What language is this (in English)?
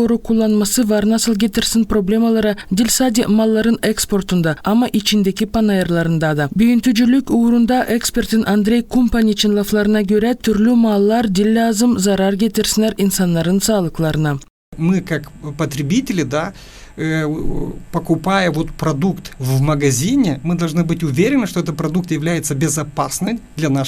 Gagauz